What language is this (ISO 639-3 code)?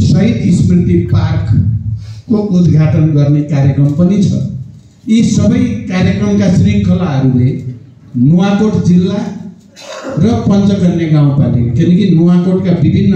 nep